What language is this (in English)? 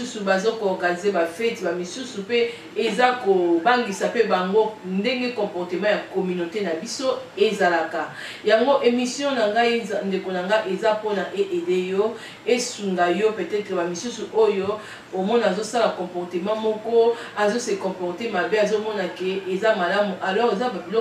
Lingala